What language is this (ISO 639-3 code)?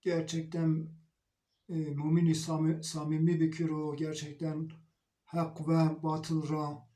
zza